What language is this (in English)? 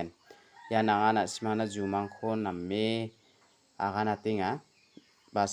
Garo